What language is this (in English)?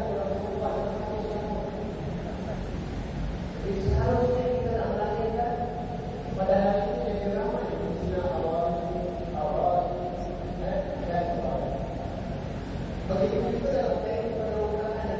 Malay